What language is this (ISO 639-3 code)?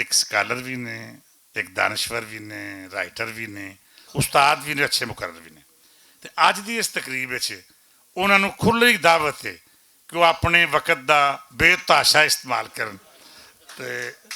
lah